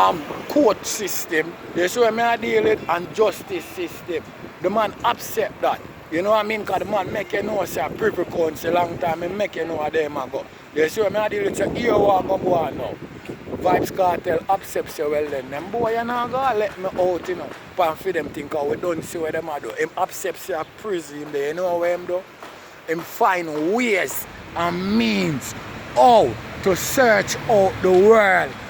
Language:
Jamaican Creole English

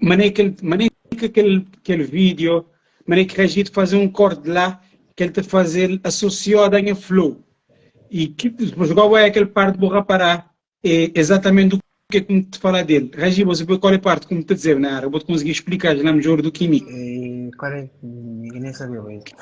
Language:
Kabuverdianu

